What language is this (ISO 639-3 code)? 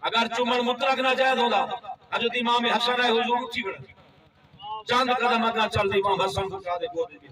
skr